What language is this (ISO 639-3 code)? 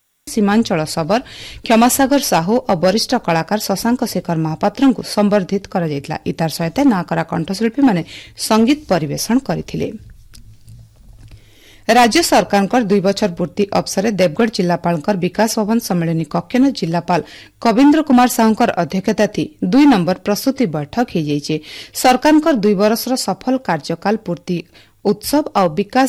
ori